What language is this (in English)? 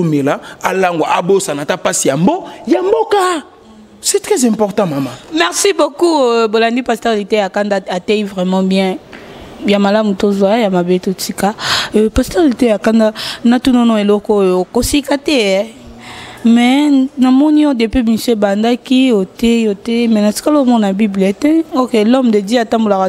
Lingala